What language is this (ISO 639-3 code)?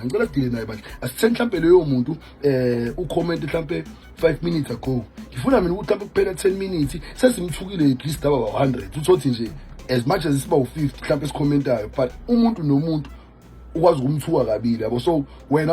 zul